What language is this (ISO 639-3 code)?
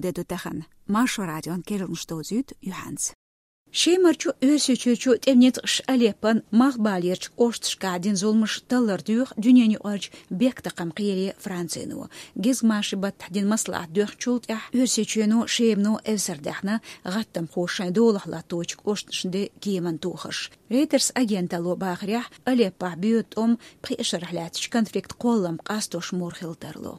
che